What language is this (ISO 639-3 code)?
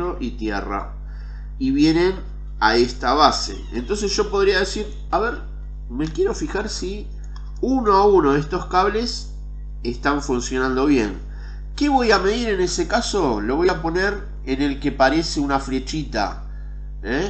spa